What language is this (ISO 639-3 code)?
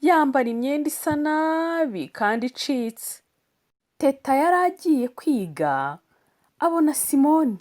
kin